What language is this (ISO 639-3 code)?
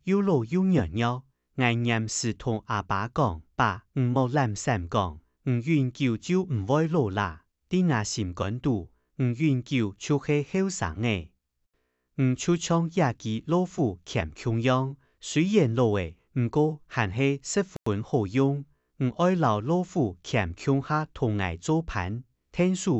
hak